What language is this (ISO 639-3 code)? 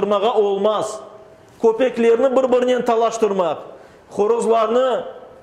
crh